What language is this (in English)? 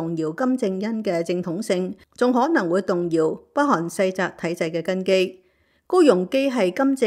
Cantonese